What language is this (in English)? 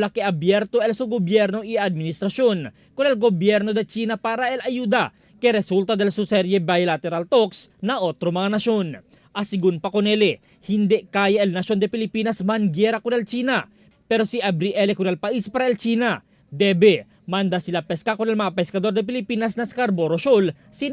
Chavacano